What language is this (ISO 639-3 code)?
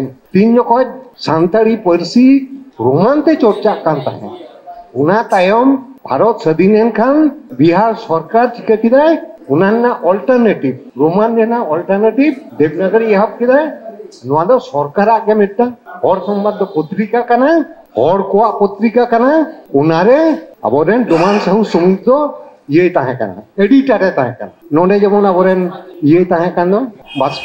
sat